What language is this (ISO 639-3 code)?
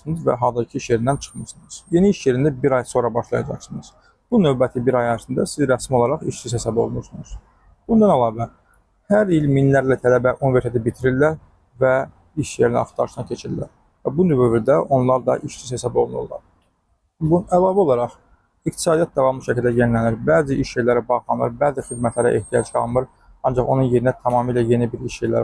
aze